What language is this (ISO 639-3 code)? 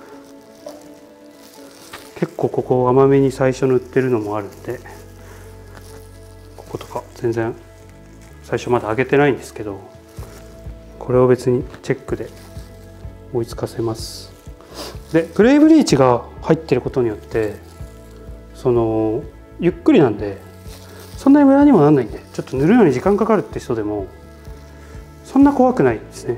jpn